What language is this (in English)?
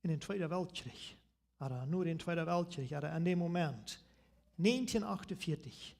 Plautdietsch